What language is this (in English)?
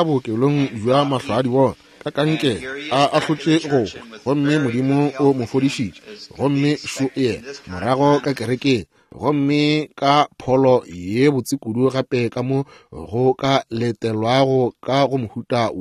Northern Sotho